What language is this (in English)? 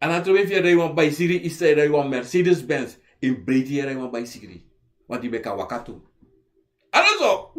Sranan Tongo